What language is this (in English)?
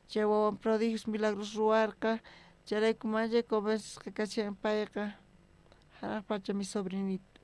South Bolivian Quechua